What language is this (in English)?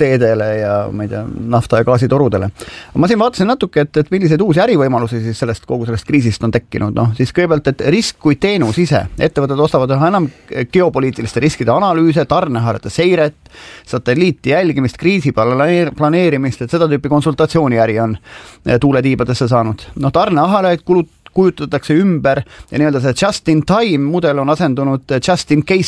Estonian